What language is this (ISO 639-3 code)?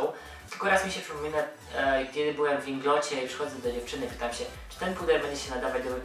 pol